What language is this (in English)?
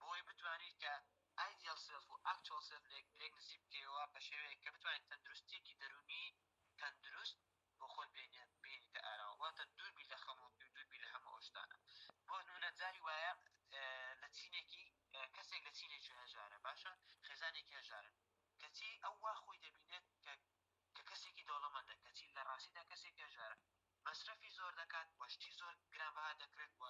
Central Kurdish